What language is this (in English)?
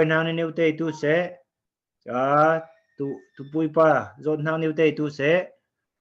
Falam Chin